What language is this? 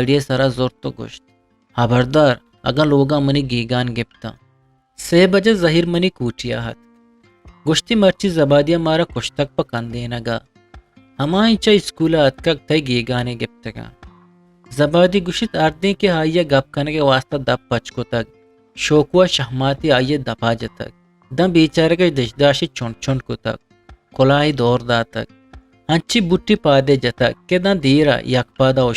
Eastern Balochi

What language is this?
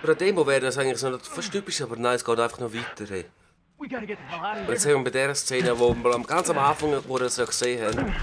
Swiss German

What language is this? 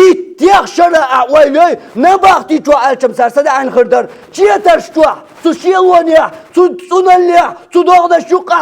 Chechen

